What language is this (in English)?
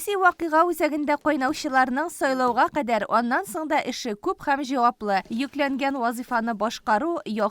Tatar